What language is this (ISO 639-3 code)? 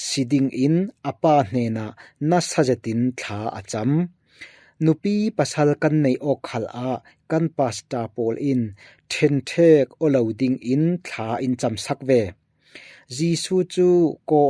cfm